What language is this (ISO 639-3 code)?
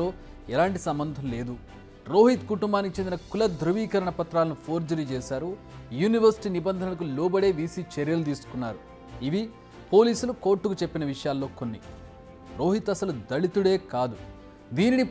tel